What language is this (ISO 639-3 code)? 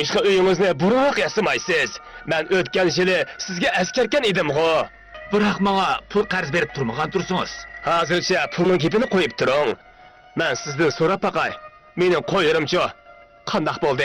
uig